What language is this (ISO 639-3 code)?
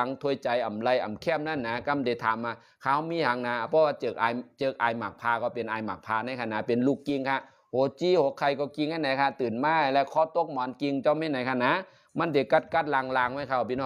shn